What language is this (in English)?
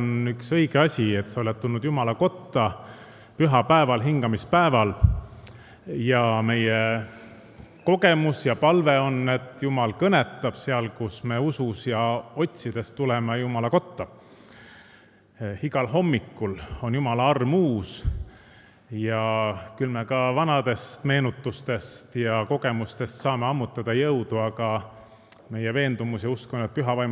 Estonian